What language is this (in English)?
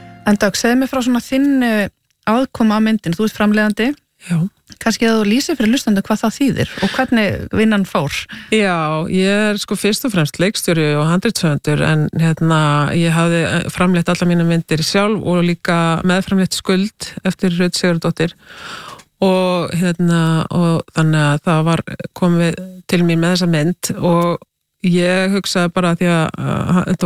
Icelandic